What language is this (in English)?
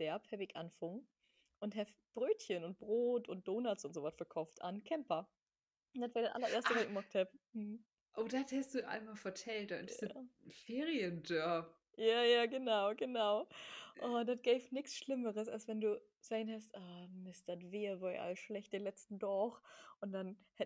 Low German